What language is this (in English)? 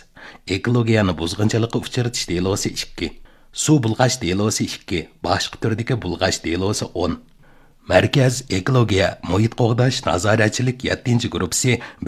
Uyghur